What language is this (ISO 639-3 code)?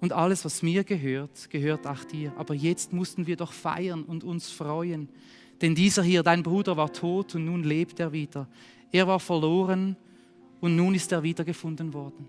gsw